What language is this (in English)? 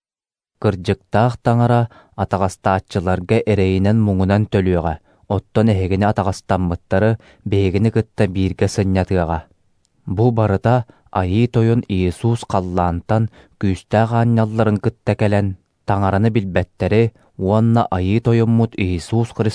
Yakut